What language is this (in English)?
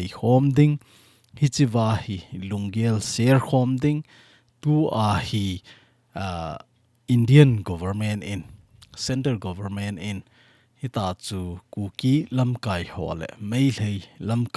Thado Chin